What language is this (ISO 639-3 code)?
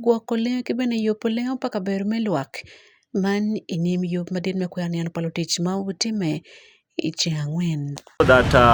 ach